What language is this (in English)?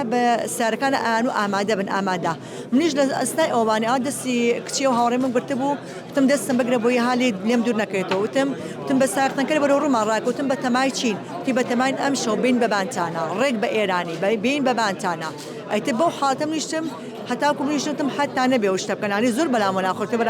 Central Kurdish